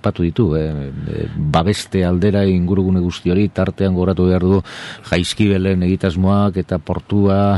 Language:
Basque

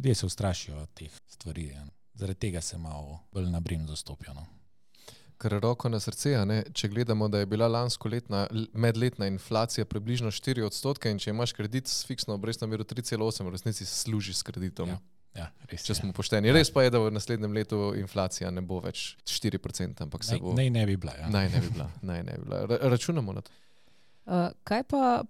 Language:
Slovenian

